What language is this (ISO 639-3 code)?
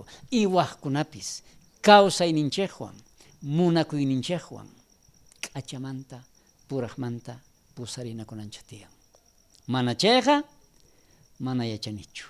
quh